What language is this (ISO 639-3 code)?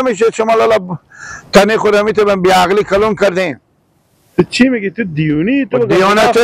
fas